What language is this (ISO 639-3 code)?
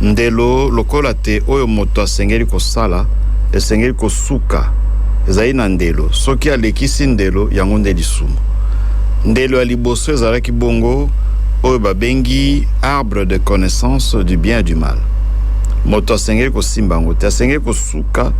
lin